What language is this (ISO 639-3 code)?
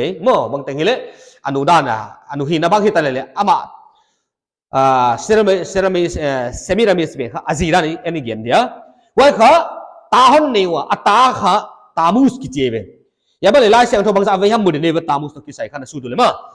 pck